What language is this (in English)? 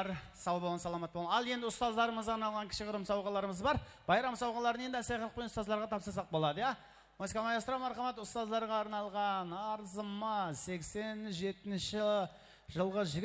Kara-Kalpak